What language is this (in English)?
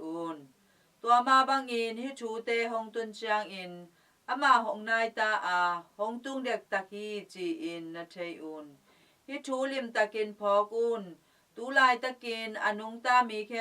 Tedim Chin